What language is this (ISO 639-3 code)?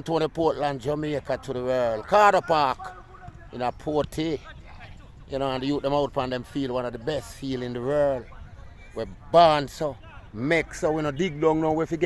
jam